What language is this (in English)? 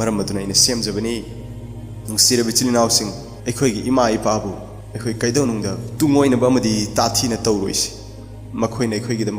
Manipuri